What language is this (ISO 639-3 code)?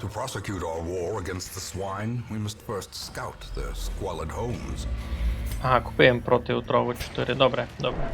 rue